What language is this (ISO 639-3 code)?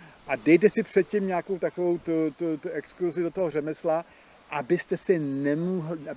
ces